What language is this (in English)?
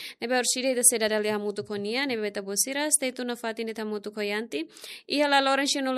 Tetum